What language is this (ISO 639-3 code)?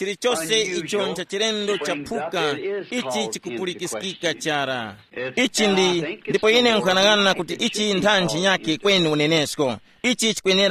tum